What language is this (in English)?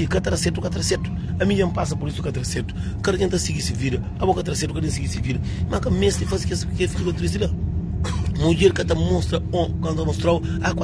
Kabuverdianu